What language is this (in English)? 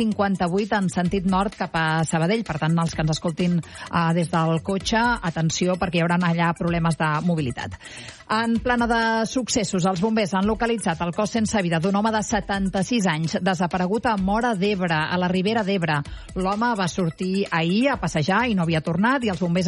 Catalan